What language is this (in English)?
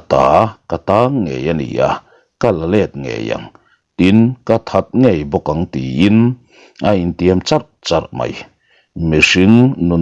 Mizo